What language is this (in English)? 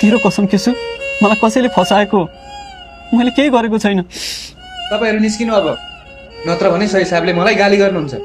Nepali